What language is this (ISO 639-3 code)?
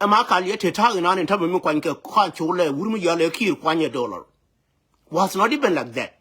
nus